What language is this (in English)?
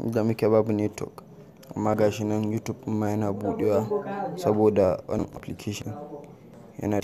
Hausa